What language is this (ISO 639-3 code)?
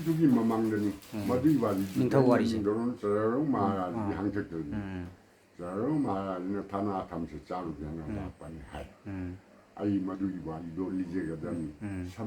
mni